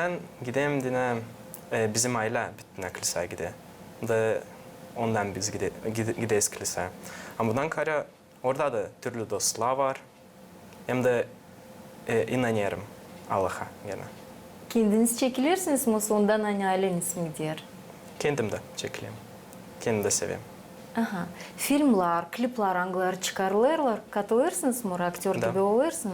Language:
Gagauz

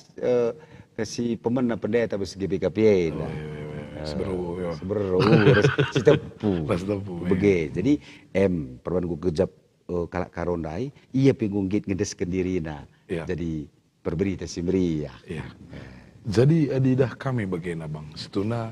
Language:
Batak Karo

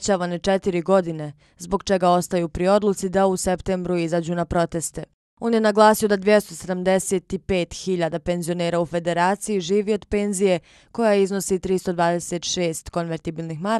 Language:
Croatian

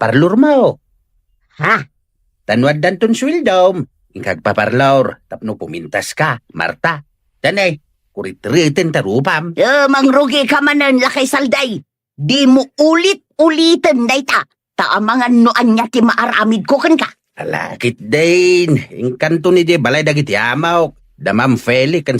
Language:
Iloko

